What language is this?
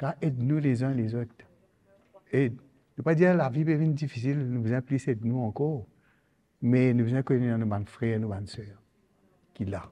Morisyen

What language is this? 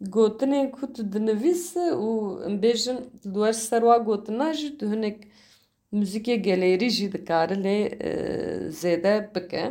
Kurdish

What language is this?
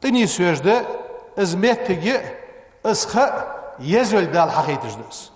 Ingush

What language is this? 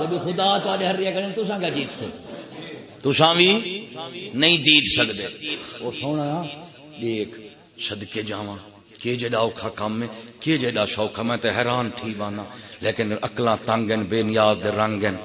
Saraiki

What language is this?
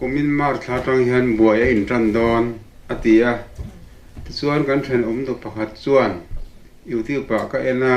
Mizo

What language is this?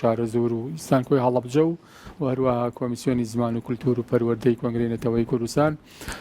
Central Kurdish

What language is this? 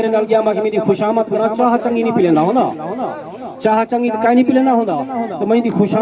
Saraiki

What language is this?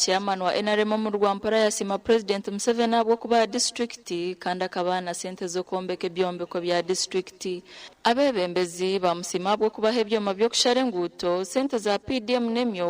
Nyankole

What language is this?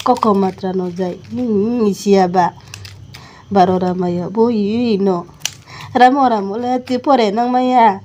Riang (India)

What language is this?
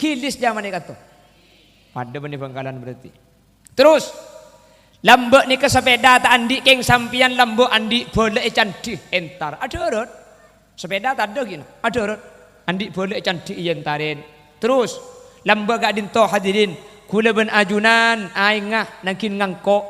Madurese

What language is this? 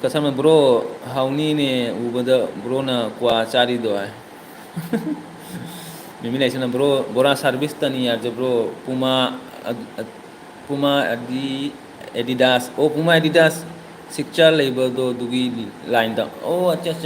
Manipuri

